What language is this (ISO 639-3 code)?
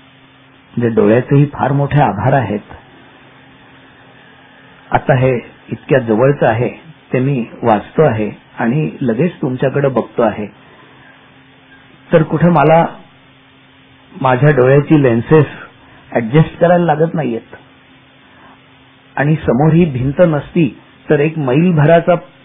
mar